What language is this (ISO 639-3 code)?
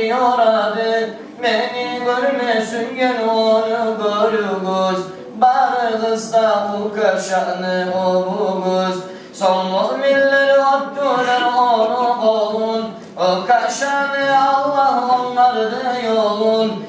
kum